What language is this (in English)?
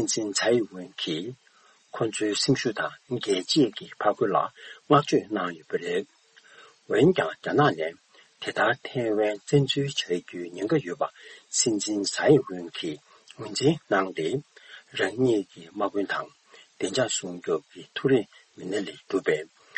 Tibetan